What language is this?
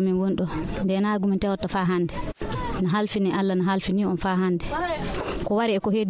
Nigerian Fulfulde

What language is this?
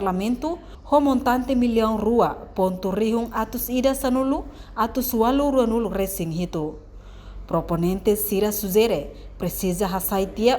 Tetum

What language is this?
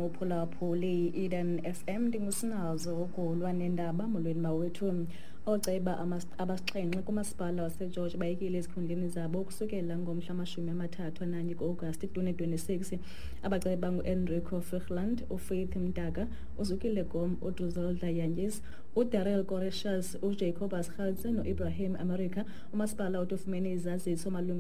Xhosa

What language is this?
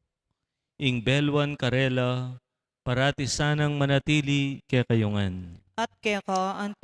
Pampanga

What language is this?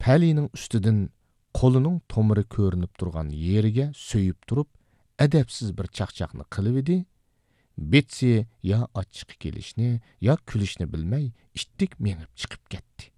Uyghur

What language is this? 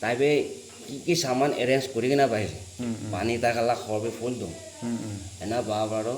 Naga Pidgin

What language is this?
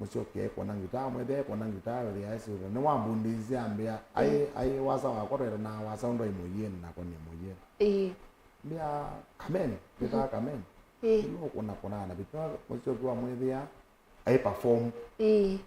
Kamba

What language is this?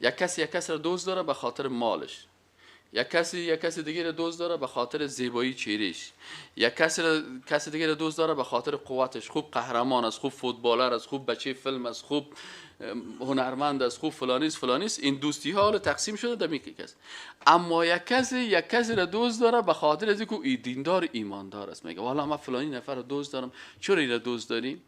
Persian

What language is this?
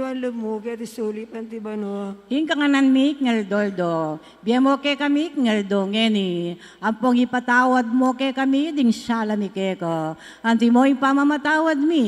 Pampanga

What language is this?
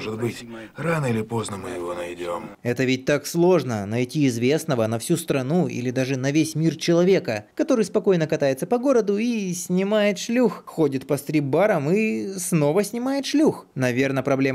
Russian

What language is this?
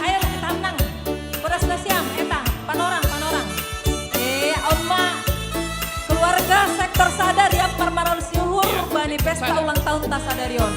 Batak Simalungun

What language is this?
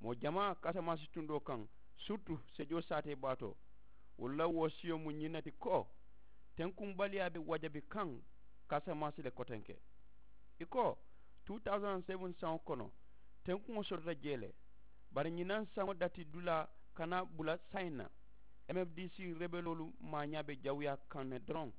Mandingo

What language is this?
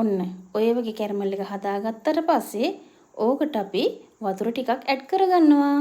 Sinhala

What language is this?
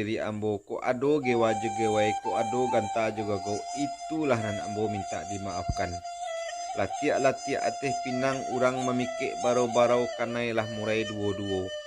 Minangkabau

